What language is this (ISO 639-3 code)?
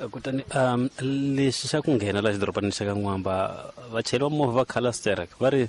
tso